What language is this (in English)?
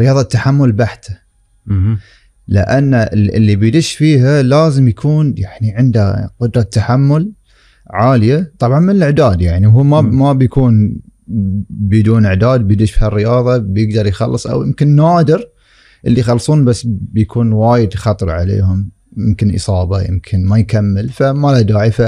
Gulf Arabic